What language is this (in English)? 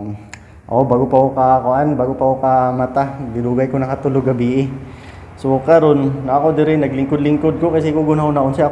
Cebuano